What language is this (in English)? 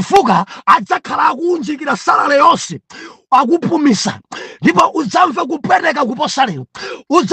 Nyanja